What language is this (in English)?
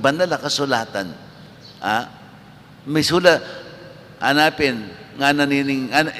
Pampanga